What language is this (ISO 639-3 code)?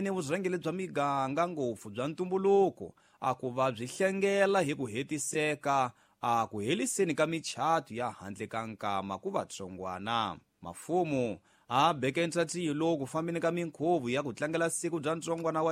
tso